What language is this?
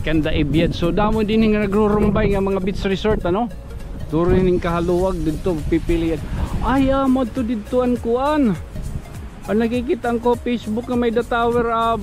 Waray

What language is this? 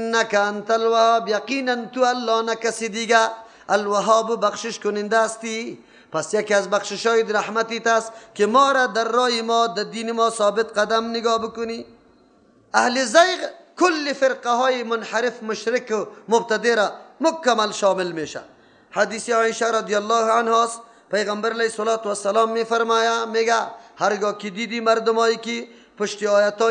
Persian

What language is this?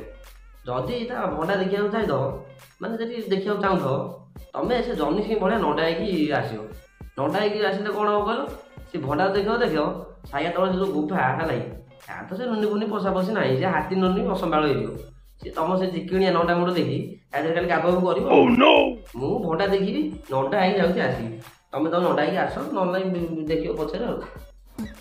Odia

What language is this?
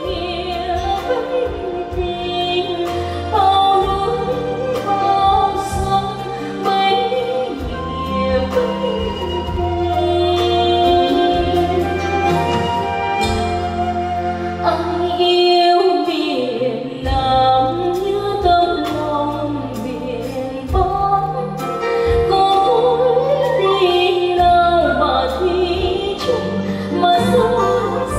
Vietnamese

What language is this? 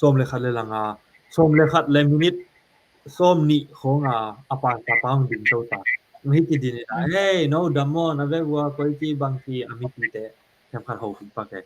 Tedim Chin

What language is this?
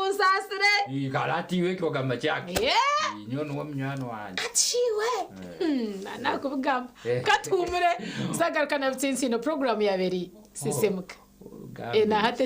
Nyankole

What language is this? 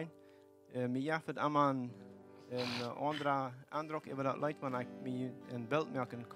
Plautdietsch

